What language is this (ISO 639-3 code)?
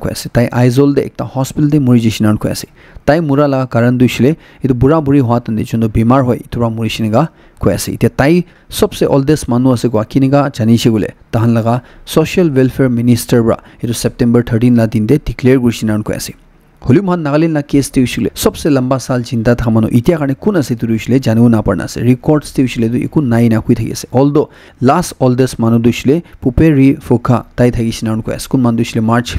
nag